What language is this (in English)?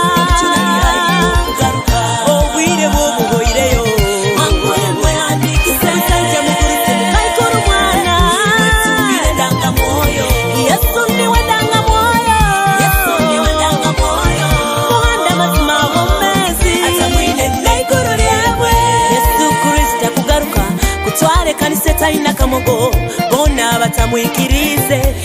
Nyoro